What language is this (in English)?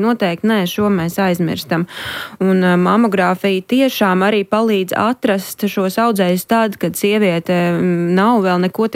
Latvian